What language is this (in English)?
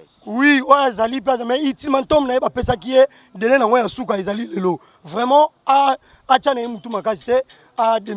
Lingala